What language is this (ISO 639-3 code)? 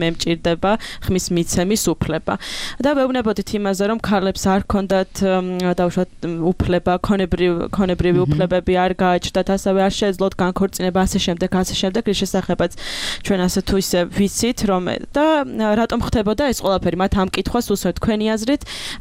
kat